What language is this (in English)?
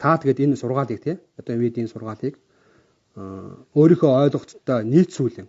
Mongolian